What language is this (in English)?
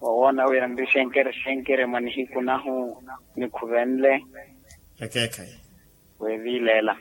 Makhuwa